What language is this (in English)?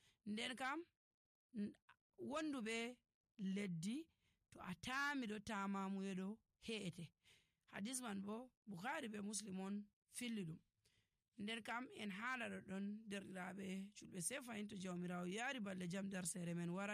Nigerian Fulfulde